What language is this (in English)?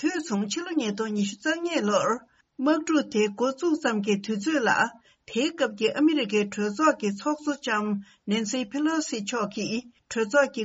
Tibetan